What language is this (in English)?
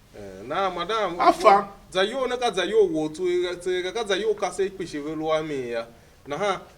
Tiv